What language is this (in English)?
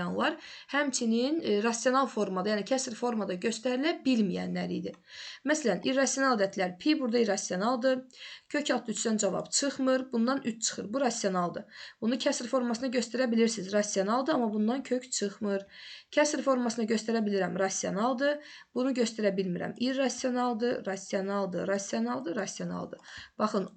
Azerbaijani